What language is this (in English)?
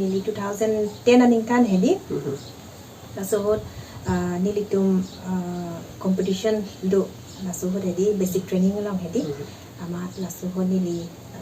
Karbi